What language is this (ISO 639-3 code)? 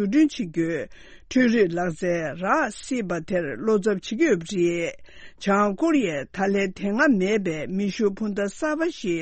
bod